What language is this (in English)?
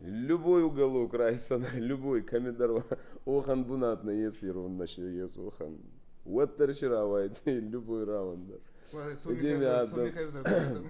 Ossetic